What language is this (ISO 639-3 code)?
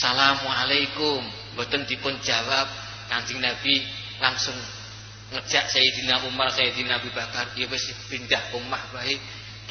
jav